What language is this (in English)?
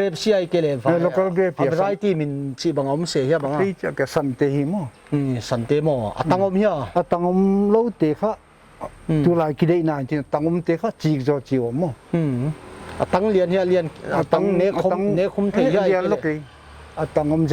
Paite Chin